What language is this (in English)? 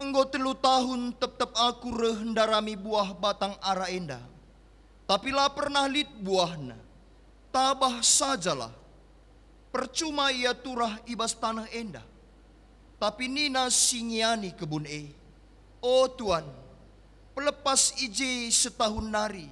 Batak Karo